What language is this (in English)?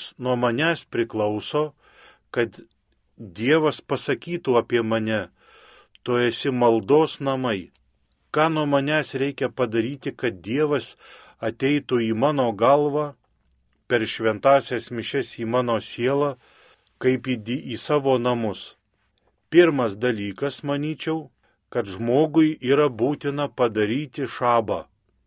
Lithuanian